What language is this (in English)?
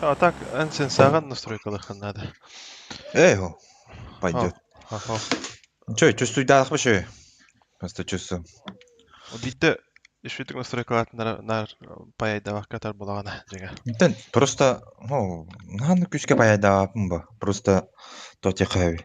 Yakut